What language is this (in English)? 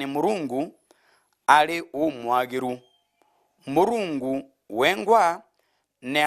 Meru